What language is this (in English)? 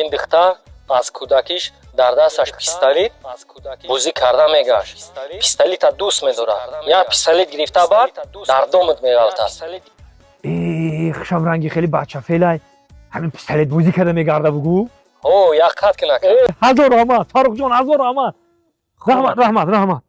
Tajik